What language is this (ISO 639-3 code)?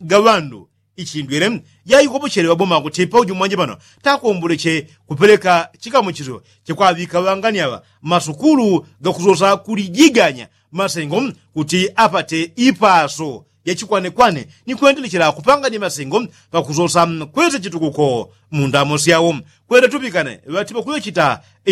yao